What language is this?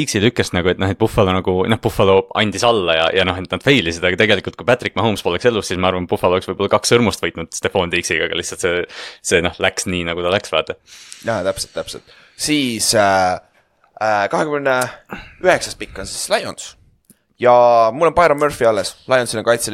Estonian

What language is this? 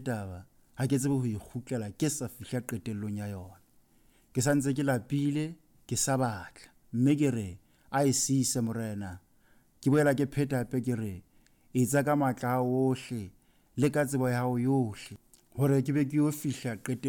Southern Sotho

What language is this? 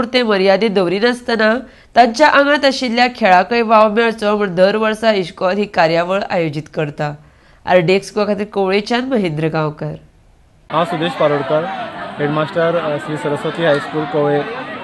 Konkani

